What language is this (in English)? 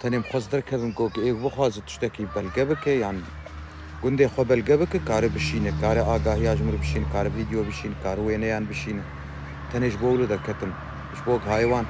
Kurdish